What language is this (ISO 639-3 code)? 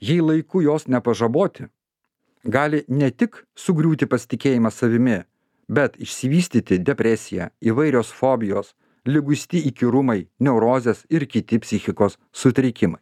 lit